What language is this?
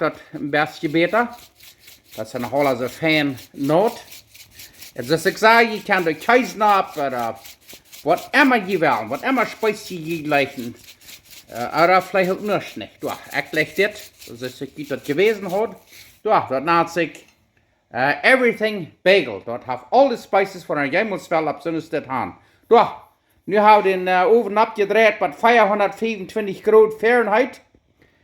Plautdietsch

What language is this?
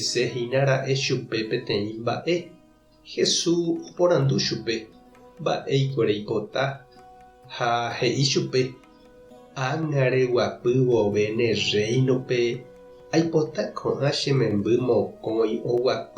Guarani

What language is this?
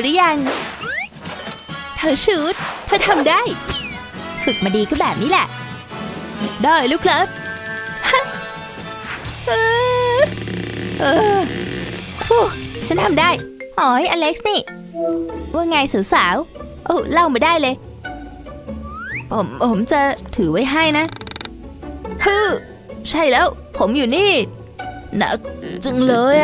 Thai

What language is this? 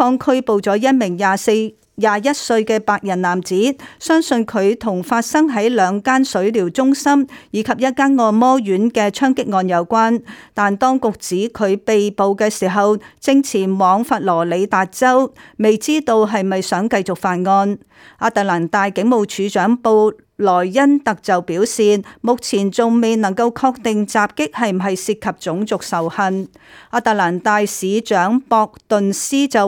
Cantonese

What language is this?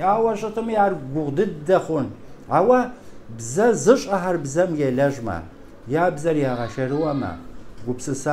Kabardian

